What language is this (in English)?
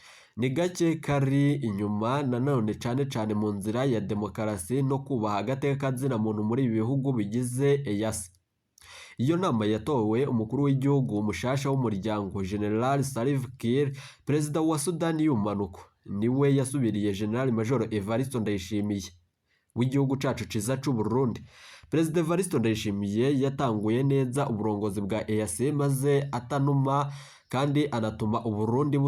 Rundi